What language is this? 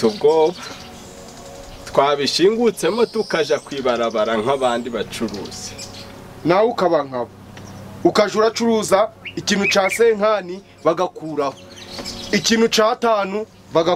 Kinyarwanda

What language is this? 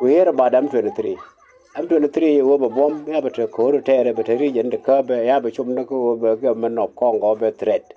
Nuer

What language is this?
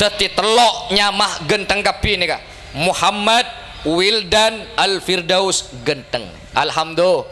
Madurese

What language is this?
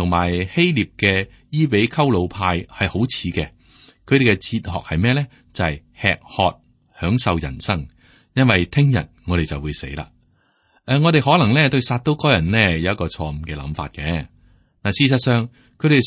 Cantonese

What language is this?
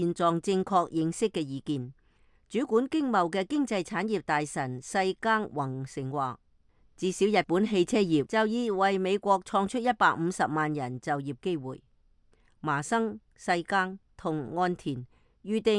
Cantonese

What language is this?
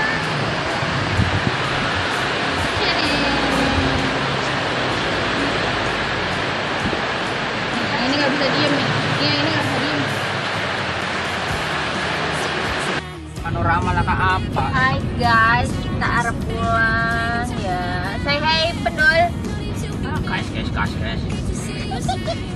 Indonesian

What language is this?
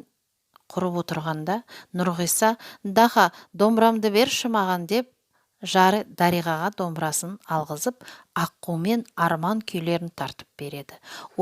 Kazakh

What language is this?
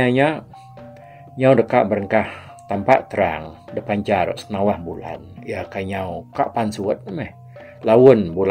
Iban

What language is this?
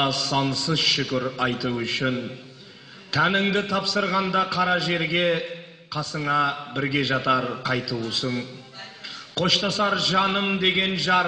Kazakh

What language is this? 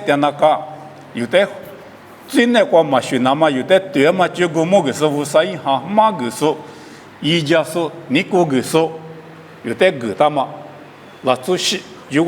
Lisu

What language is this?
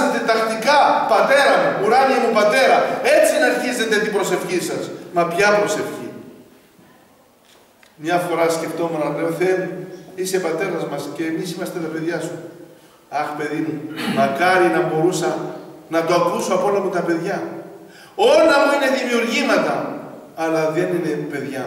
Greek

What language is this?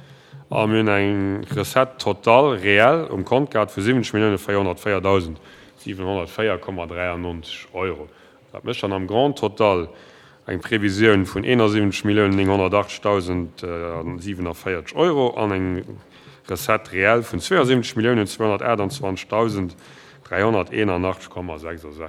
Luxembourgish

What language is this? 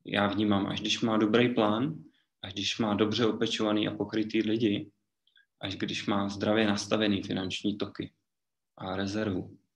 Czech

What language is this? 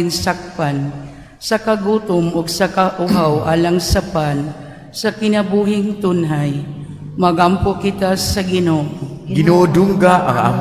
Cebuano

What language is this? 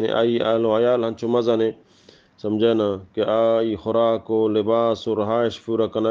Baluchi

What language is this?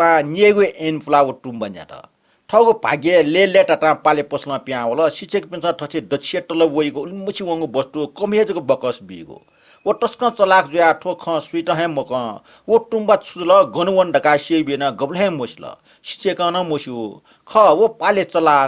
Newari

